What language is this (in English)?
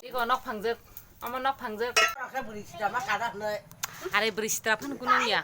Kok Borok